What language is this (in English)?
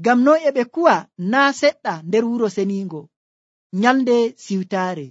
Nigerian Fulfulde